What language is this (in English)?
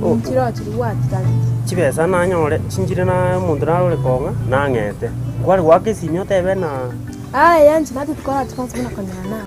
Gusii